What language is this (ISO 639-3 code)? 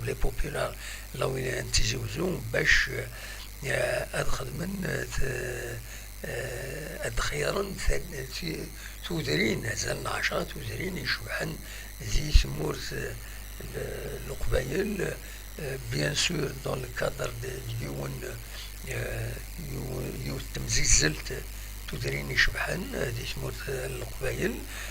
kab